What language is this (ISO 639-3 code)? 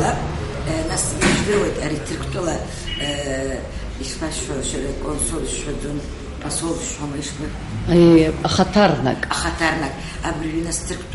abk